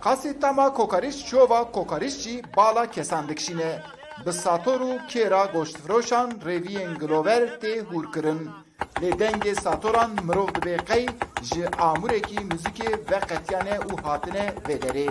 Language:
Kurdish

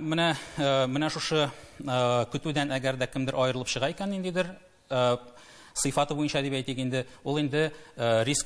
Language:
Tatar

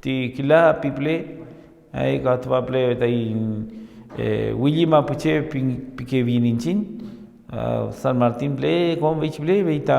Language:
Mapuche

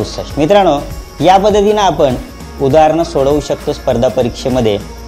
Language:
Marathi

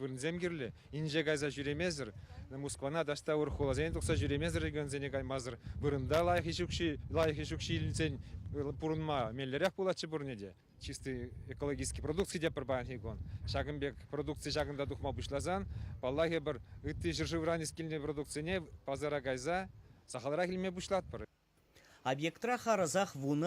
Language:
Chuvash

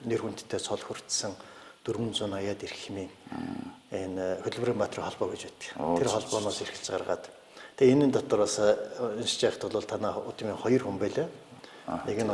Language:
Mongolian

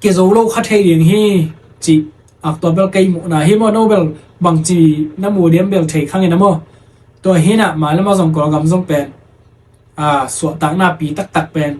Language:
Tedim Chin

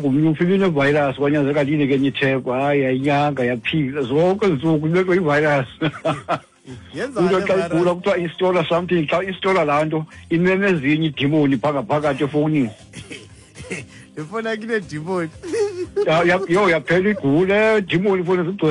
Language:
Xhosa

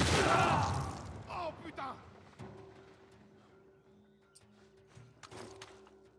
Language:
French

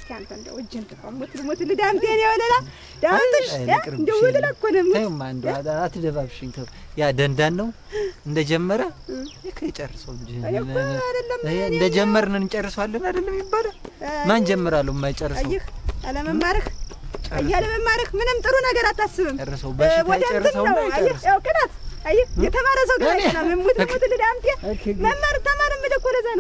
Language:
Amharic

